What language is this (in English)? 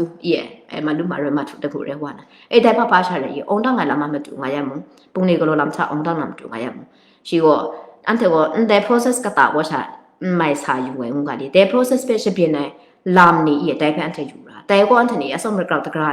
Kachin